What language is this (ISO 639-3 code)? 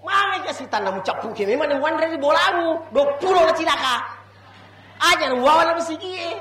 bug